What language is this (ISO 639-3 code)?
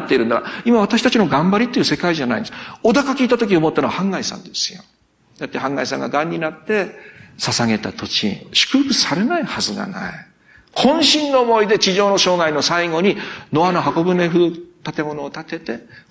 jpn